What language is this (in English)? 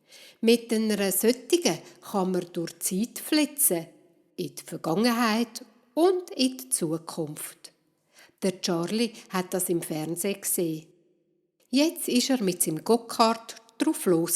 Swiss German